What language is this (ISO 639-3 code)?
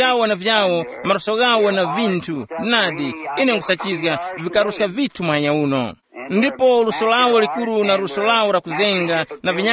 tum